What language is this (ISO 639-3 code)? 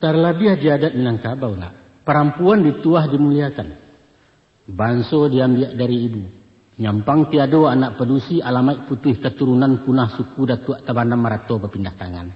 min